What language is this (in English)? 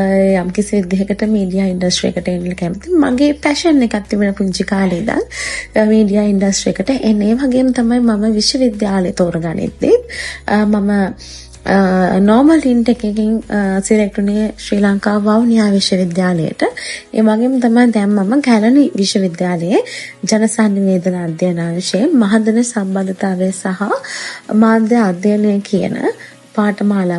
Sinhala